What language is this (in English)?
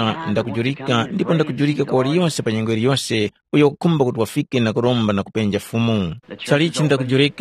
Tumbuka